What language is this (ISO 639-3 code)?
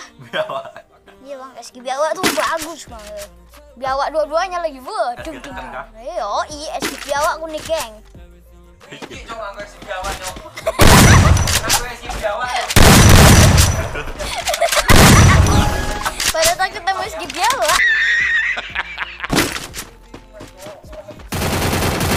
ind